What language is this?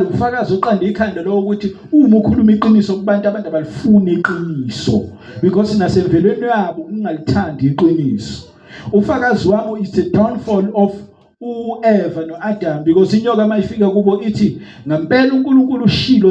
Zulu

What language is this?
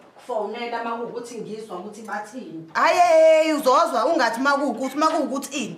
Zulu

